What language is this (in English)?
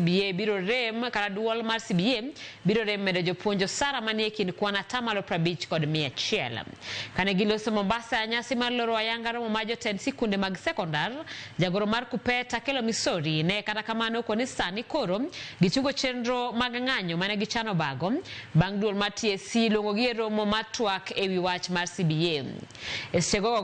Luo (Kenya and Tanzania)